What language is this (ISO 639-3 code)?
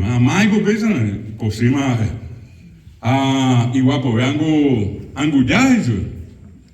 grn